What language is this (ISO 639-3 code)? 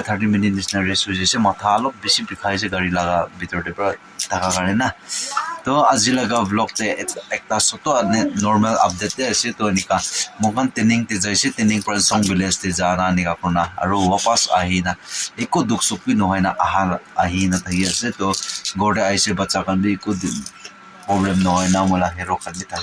nag